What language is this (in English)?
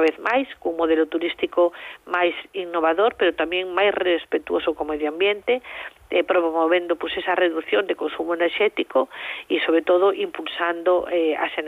Galician